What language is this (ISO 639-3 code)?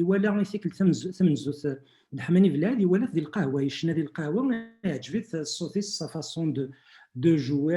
kab